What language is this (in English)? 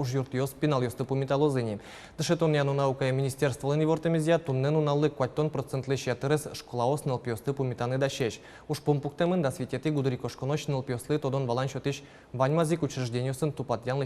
Udmurt